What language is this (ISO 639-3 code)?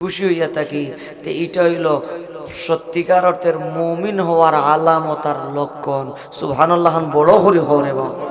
syl